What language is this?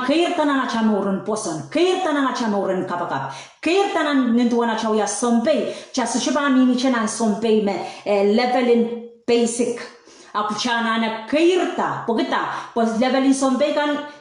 Pohnpeian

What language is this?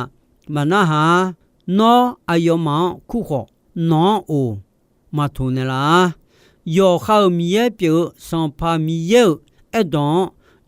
Akha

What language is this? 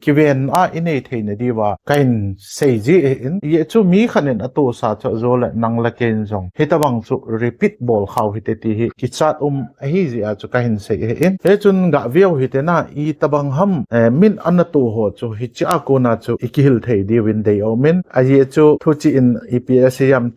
Thado Chin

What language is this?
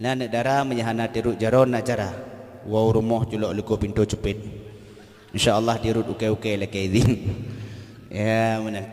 Achinese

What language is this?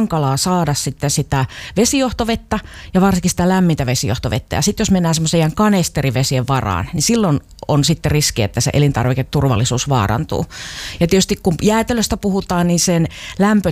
Finnish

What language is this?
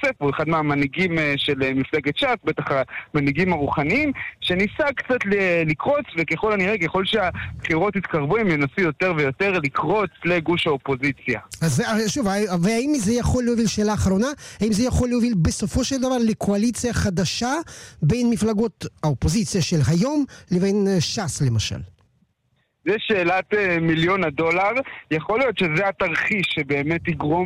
Hebrew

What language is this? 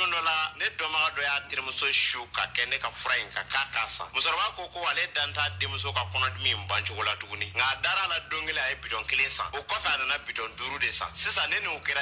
Bambara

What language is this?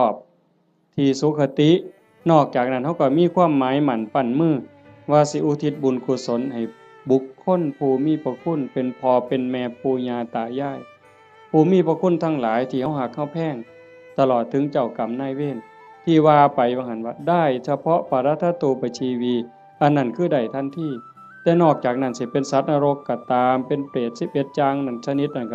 Northeastern Thai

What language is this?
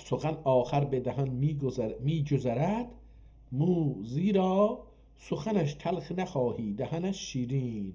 South Azerbaijani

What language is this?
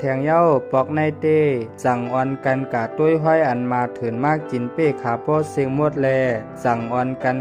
Shan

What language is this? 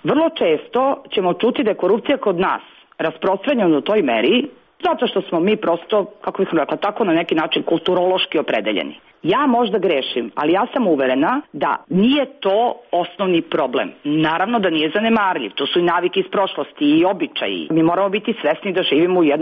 Serbian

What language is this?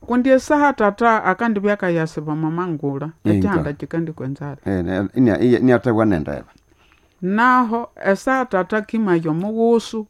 Nande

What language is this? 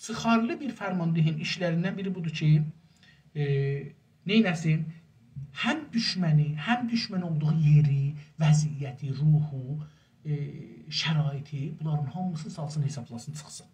South Azerbaijani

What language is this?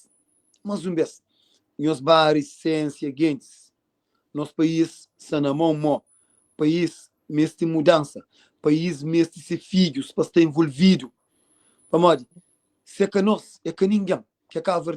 Kabuverdianu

